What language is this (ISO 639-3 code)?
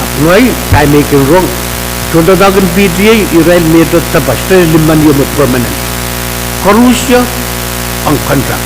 pon